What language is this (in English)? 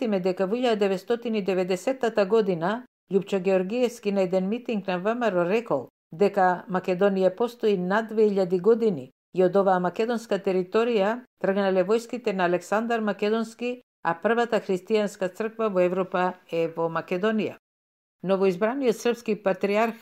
Macedonian